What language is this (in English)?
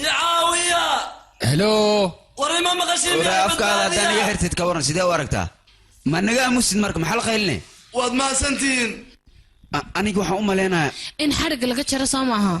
Somali